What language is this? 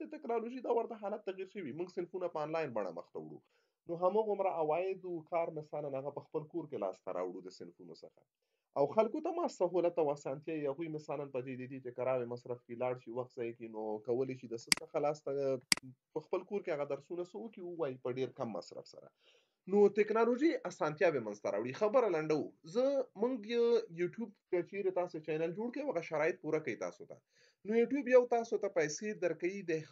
Pashto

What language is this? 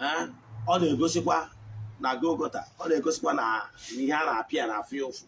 Igbo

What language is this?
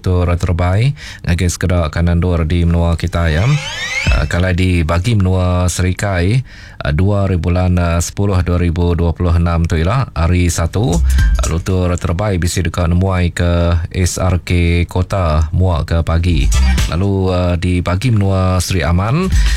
Iban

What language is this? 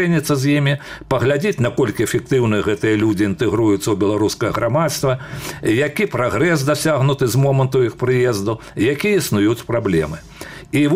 Belarusian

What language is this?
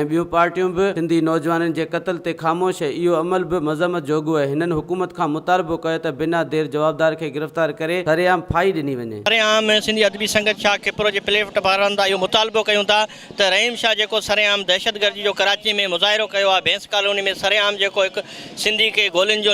Sindhi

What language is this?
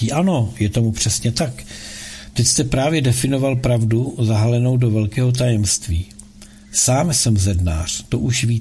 Czech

